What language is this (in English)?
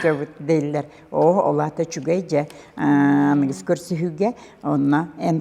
Yakut